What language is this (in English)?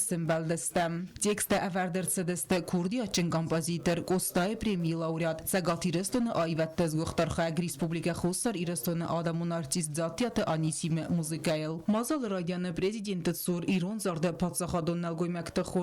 Ossetic